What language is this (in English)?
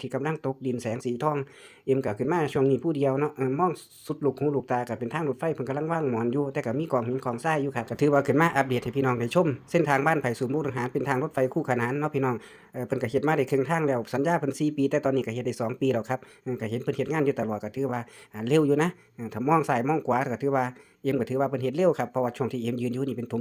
Lao